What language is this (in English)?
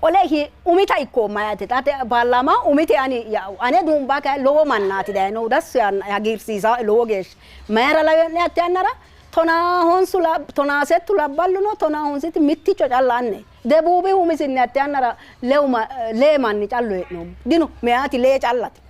Sidamo